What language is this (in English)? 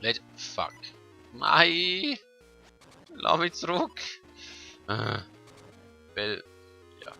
Swiss German